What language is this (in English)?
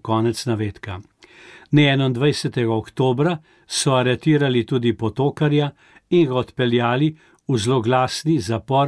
Slovenian